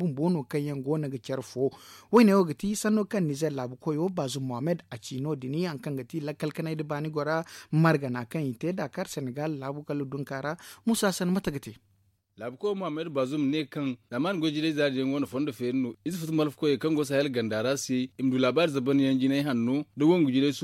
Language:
Zarma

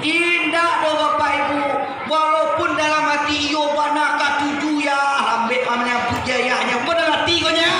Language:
Minangkabau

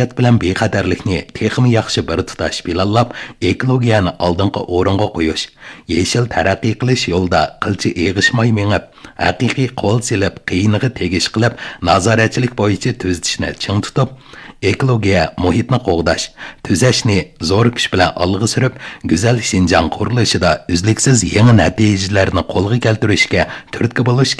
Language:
Uyghur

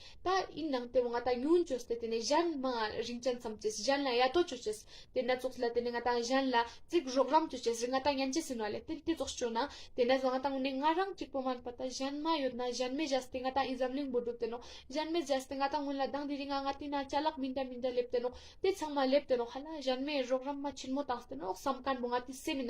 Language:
Ladakhi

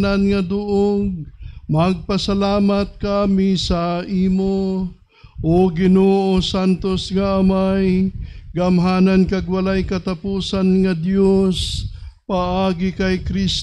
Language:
Hiligaynon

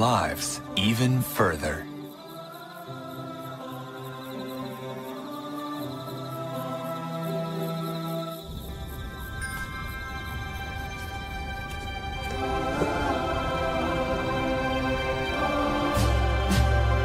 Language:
Tamil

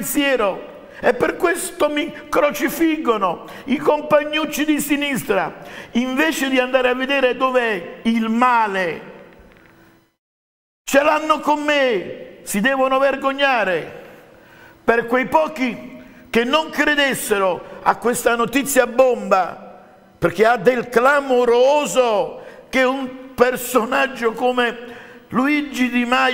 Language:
Italian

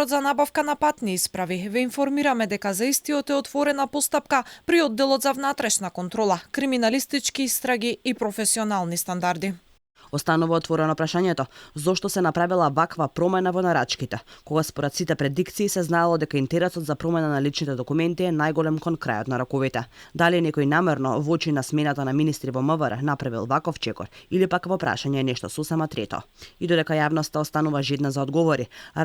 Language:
Macedonian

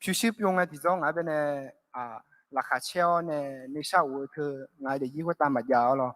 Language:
Akha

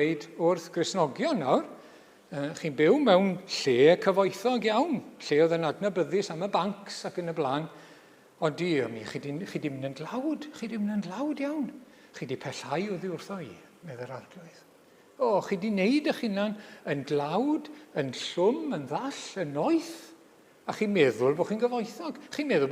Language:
Welsh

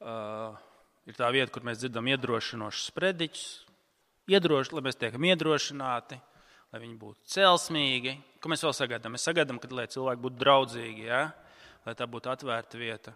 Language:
Latvian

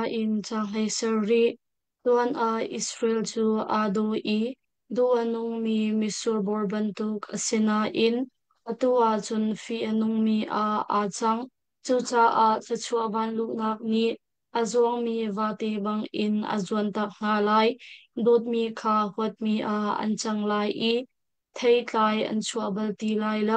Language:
Hakha Chin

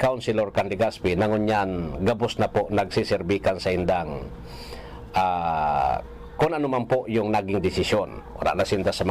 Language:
Bikol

